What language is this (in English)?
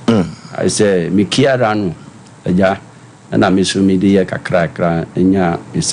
Akan